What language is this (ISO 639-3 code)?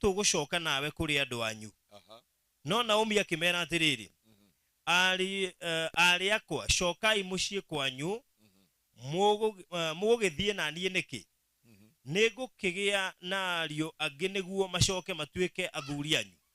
kik